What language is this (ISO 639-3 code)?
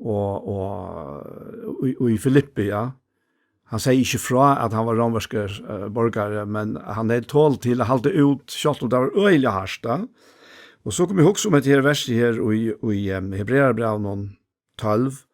fao